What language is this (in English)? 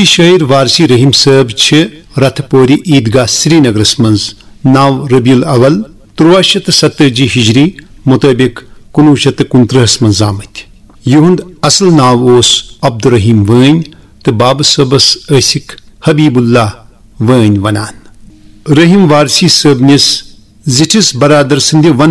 Kashmiri